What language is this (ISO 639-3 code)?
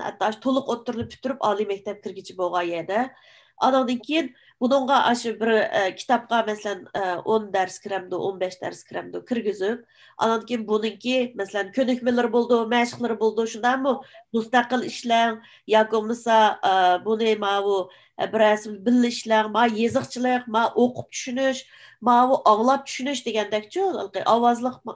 uig